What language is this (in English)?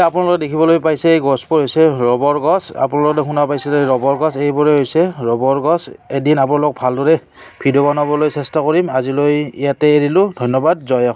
Assamese